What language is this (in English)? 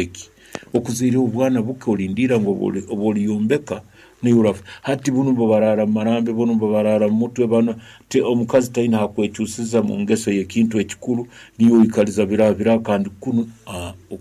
Nyankole